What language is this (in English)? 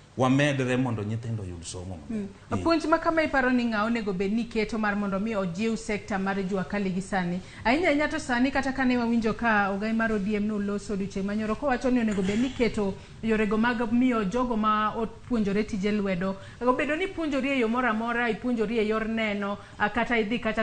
Luo (Kenya and Tanzania)